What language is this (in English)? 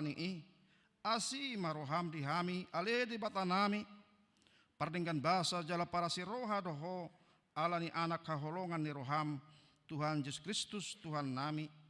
Batak Toba